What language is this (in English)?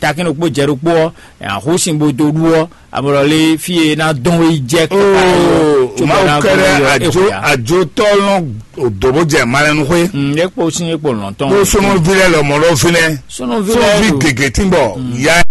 Fon